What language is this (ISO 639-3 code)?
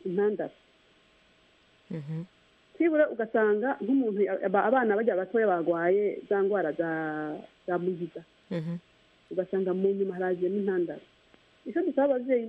kin